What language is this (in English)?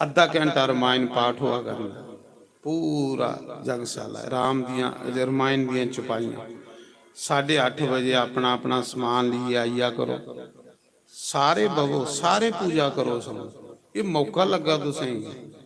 Dogri